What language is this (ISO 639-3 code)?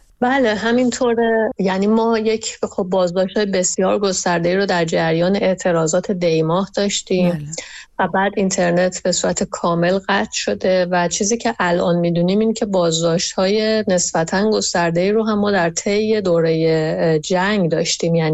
fas